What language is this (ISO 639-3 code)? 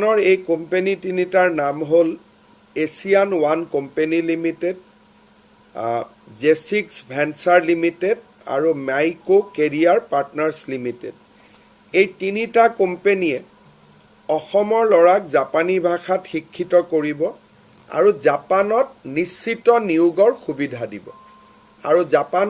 asm